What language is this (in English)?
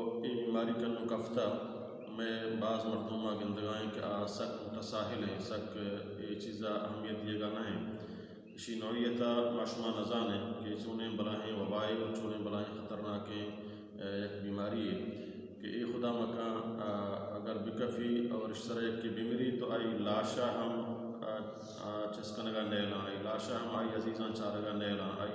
Baluchi